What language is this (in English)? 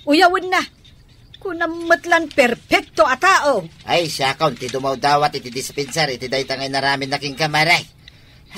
Iloko